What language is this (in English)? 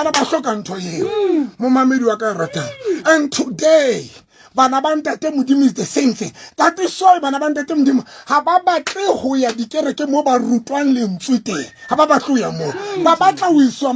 Southern Sotho